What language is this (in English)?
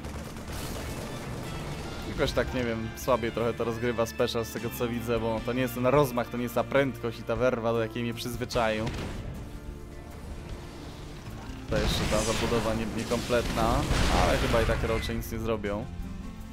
Polish